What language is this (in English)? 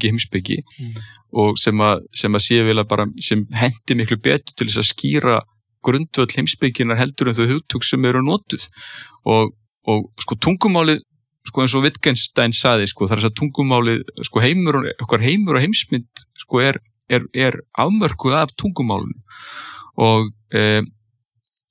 Icelandic